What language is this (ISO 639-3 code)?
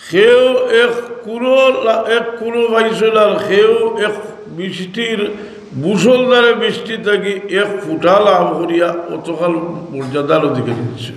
syl